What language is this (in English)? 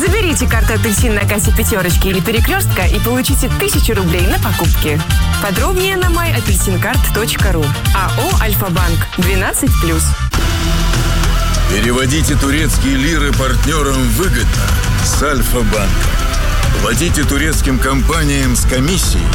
Russian